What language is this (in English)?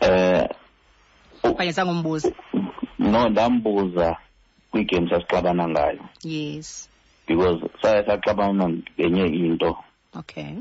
Xhosa